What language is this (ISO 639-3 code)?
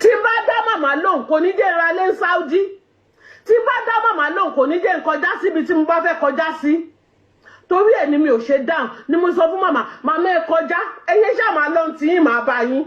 yor